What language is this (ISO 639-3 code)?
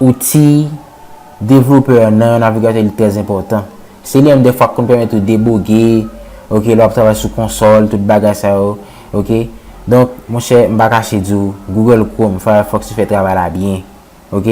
hat